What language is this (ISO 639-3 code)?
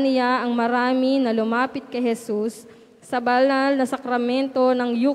fil